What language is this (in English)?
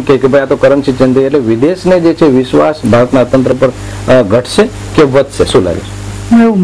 Gujarati